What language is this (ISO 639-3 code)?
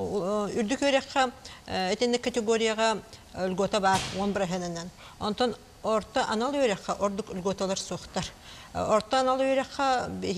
sah